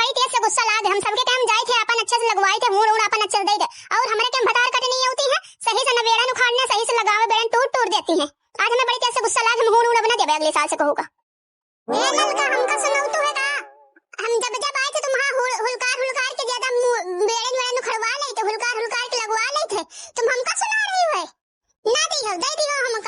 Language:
Awadhi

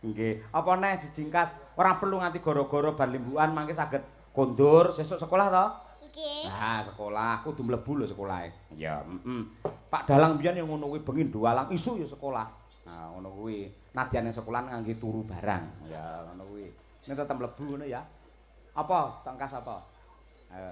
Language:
Javanese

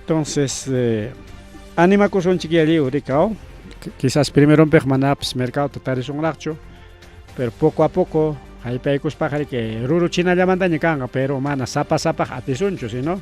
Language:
Ayacucho Quechua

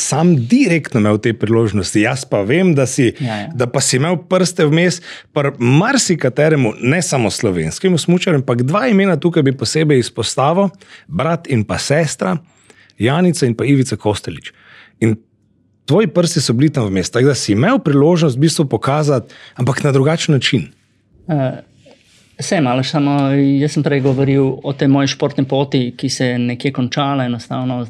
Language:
Slovenian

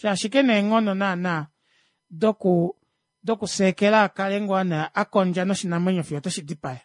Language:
Kuanyama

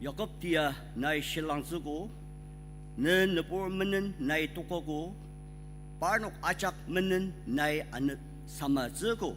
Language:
Ao Naga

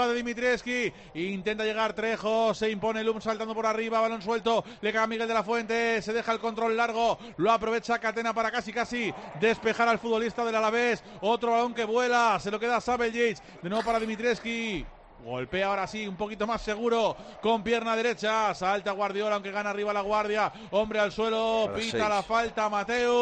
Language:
Spanish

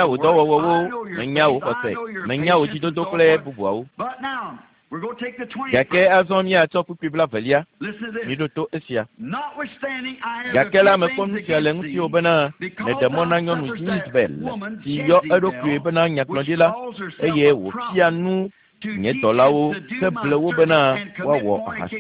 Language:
Ewe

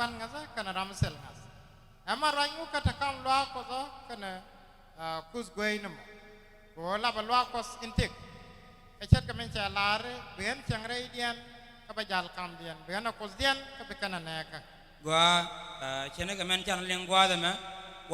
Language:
Nuer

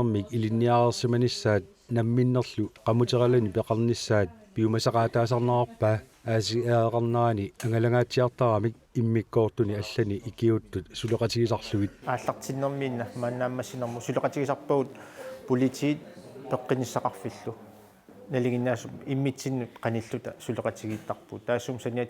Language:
Kalaallisut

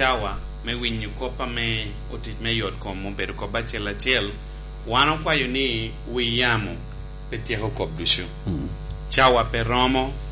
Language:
Lango (Uganda)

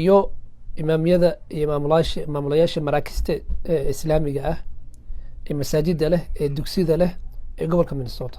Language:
Somali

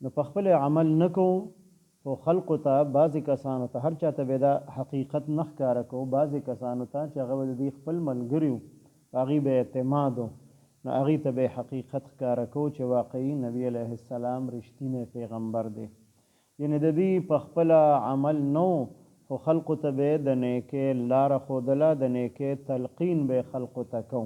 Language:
Pashto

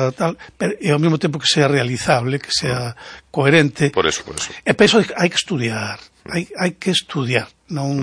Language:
Galician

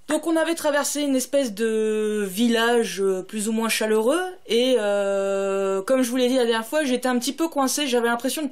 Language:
French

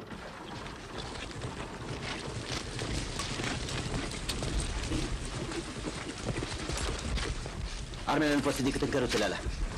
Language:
Romanian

